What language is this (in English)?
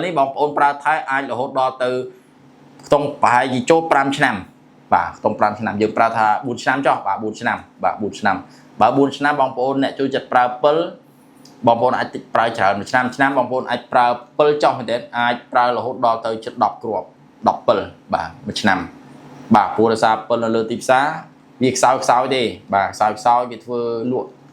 Khmer